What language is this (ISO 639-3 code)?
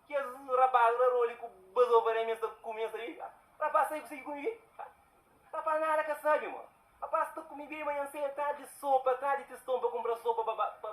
kea